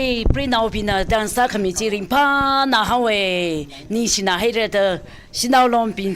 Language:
Tangkhul Naga (India)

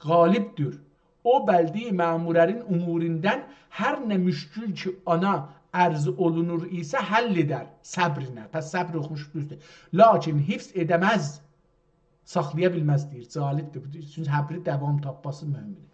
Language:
South Azerbaijani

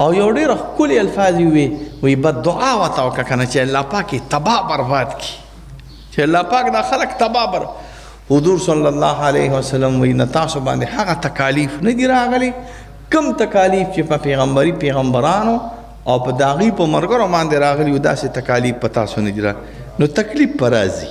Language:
Pashto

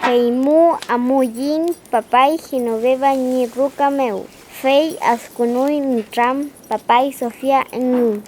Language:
Mapuche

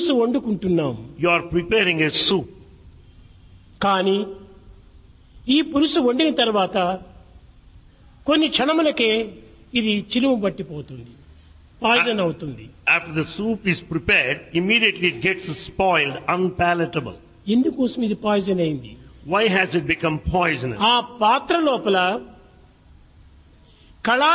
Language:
Telugu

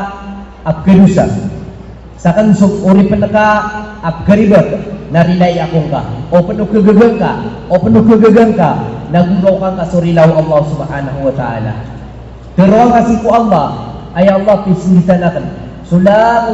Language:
Maranao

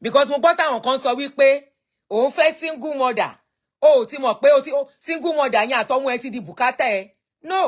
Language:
Yoruba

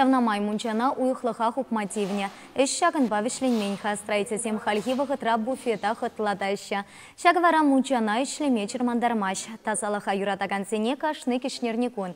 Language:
Chuvash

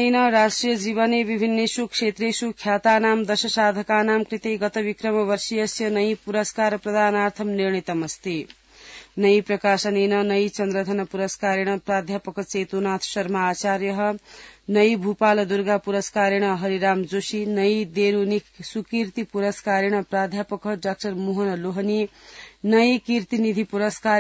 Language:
Sanskrit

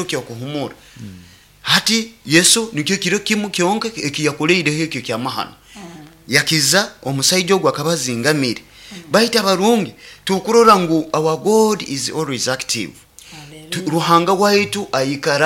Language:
Nyoro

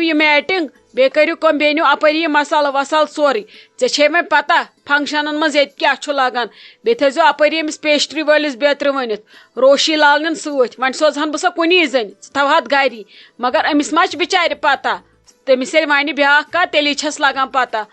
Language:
Kashmiri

